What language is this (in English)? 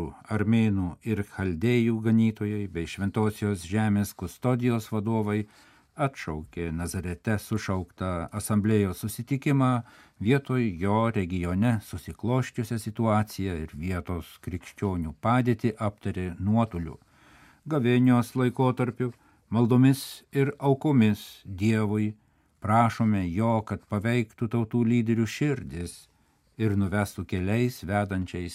Lithuanian